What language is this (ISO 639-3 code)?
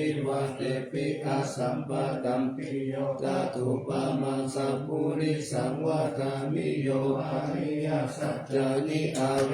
pli